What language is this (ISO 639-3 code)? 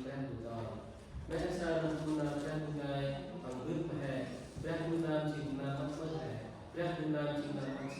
cmo